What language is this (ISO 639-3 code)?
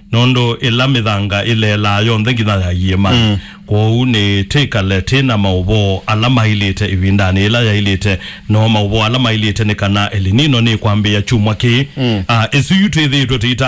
kam